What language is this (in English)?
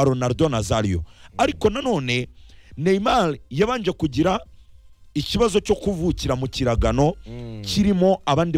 Kinyarwanda